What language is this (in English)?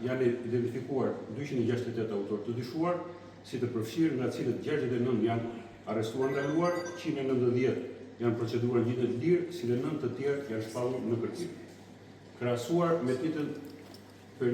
Albanian